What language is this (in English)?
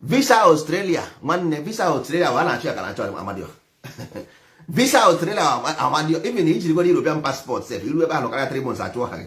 Igbo